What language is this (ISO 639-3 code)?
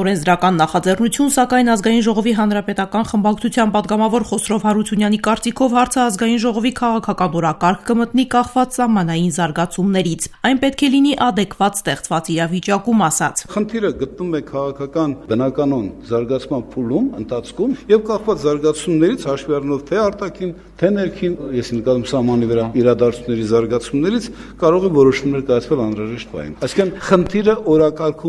hye